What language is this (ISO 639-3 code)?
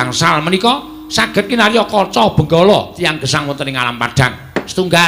jav